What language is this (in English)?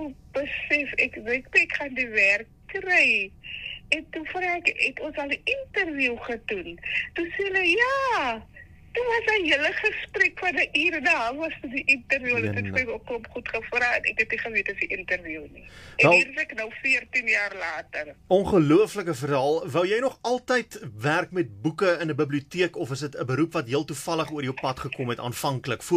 Afrikaans